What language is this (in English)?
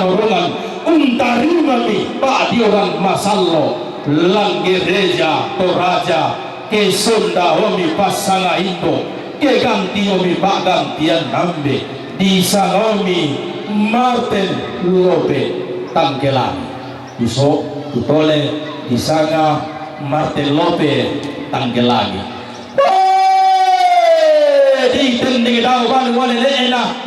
Toraja-Sa'dan